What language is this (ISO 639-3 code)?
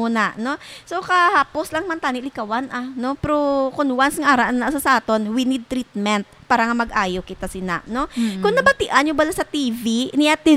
hil